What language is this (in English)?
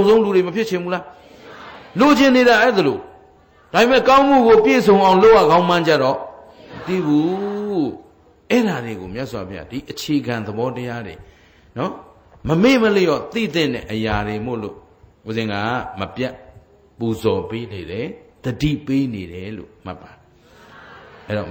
Burmese